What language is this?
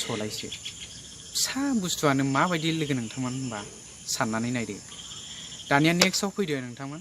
Bodo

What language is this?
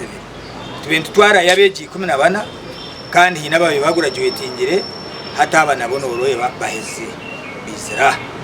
Nyankole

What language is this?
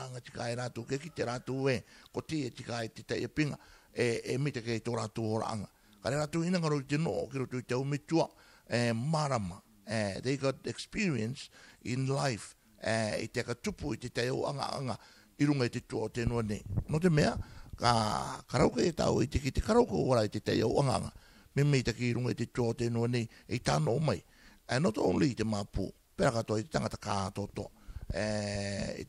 Rarotongan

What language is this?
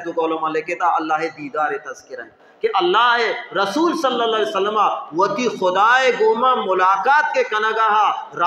Baluchi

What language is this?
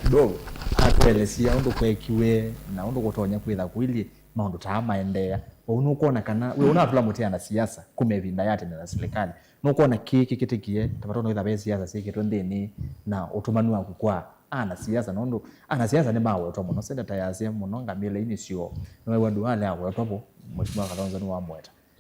Kamba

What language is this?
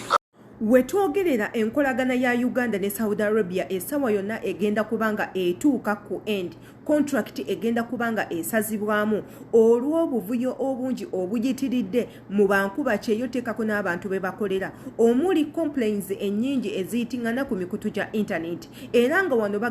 Ganda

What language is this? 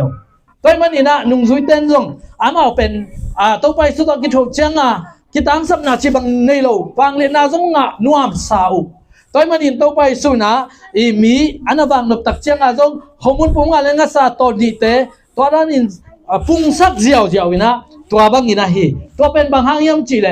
Tedim Chin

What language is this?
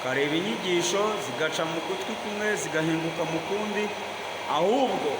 Kinyarwanda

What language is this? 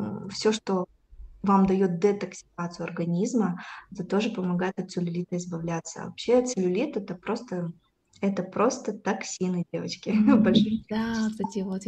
Russian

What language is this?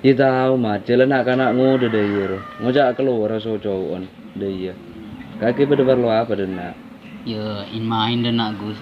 Madurese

